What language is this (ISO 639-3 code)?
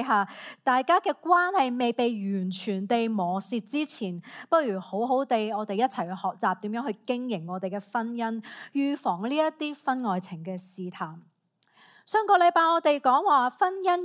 yue